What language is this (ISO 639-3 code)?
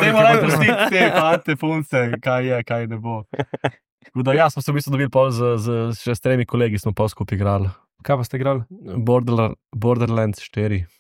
slv